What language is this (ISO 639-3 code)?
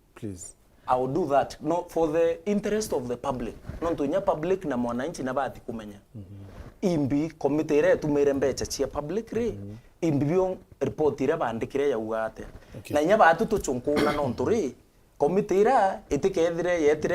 mer